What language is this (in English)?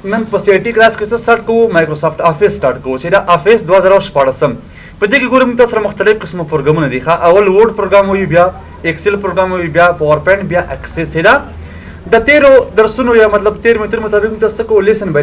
Pashto